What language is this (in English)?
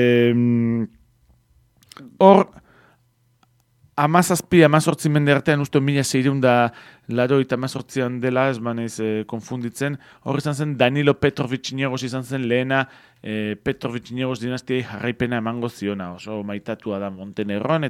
Basque